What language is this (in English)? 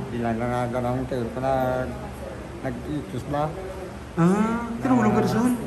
Hiligaynon